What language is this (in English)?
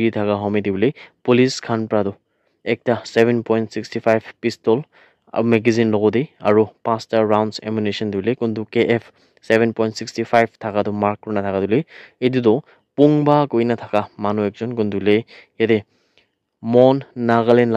Naga Pidgin